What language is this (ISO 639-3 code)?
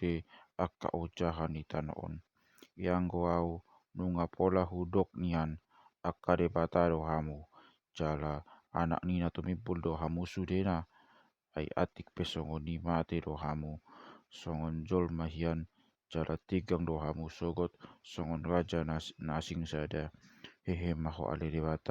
bbc